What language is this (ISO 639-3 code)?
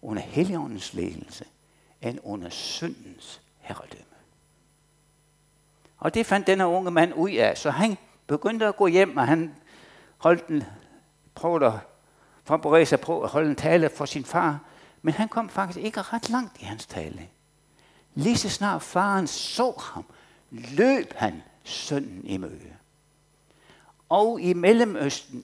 dan